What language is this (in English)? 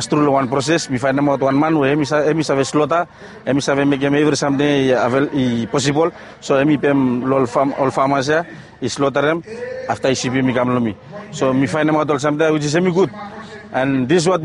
Bislama